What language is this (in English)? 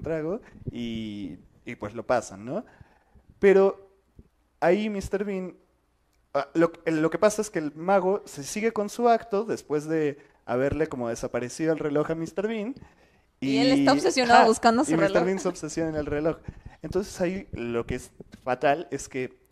Spanish